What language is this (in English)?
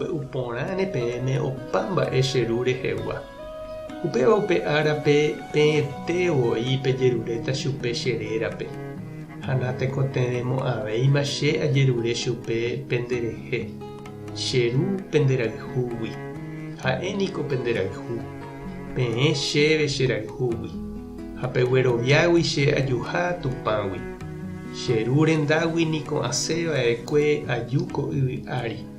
Guarani